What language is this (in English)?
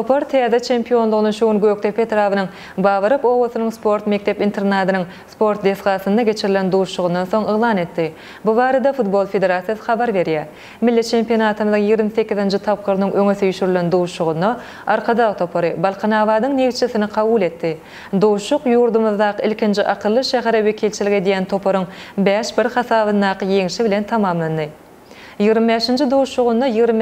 Turkmen